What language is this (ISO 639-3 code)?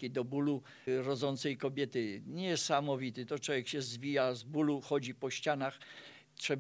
pol